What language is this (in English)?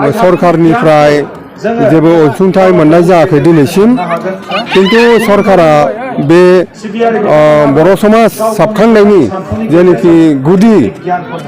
Bodo